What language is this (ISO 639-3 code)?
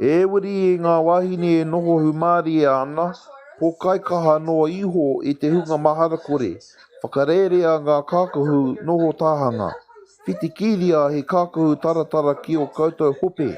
mri